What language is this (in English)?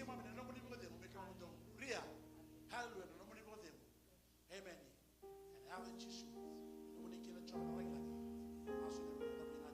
Fijian